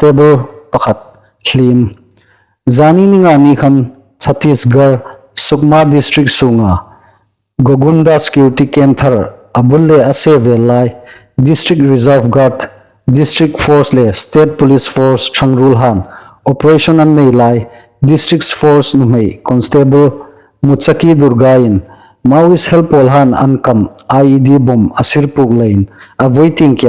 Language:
Hmar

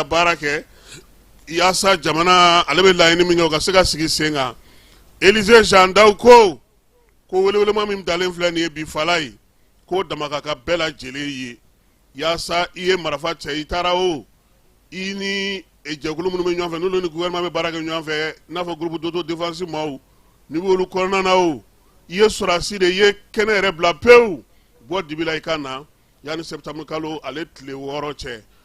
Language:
Bambara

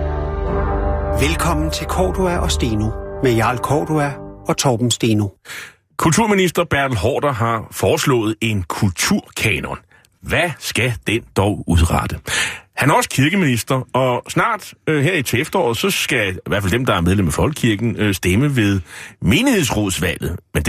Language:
Danish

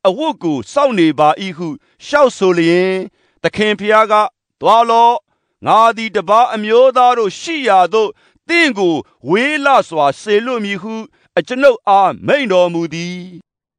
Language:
Burmese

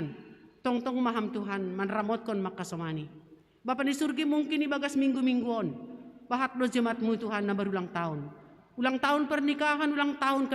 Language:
Batak Simalungun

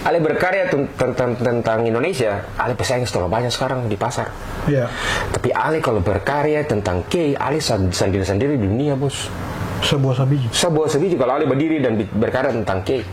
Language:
Ambonese Malay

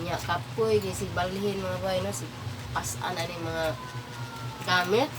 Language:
Cebuano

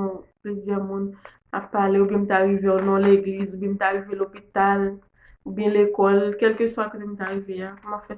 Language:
Haitian Creole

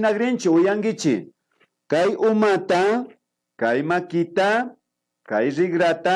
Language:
Imbabura Highland Quichua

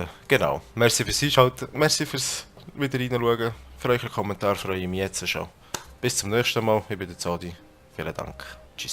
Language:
Swiss German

